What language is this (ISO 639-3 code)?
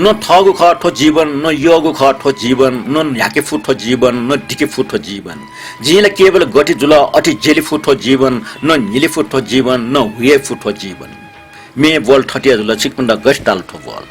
new